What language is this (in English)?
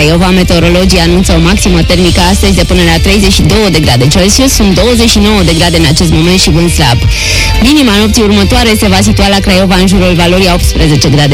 Romanian